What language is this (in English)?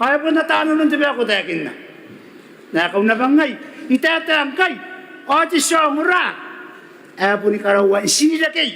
Gilbertese